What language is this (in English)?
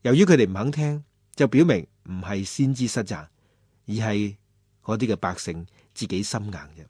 Cantonese